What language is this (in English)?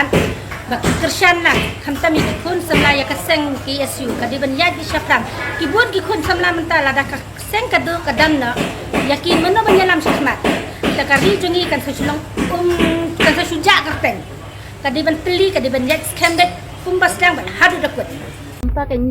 Khasi